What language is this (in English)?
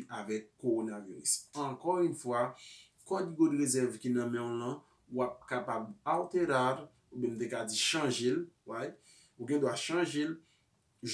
Haitian Creole